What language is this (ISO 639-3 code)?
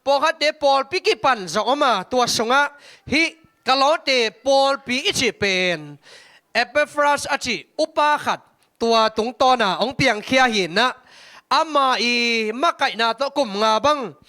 ctd